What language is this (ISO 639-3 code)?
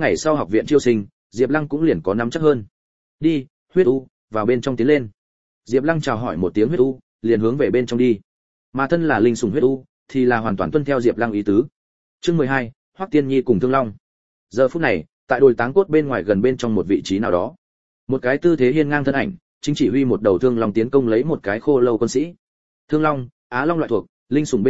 vie